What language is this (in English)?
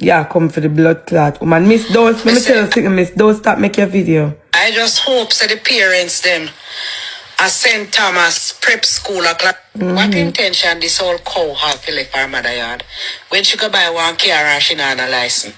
Jamaican Creole English